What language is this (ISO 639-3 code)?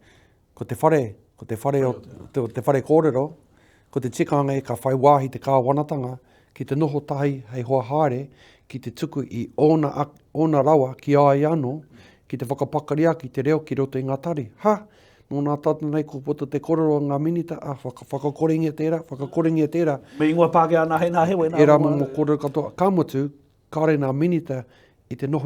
mri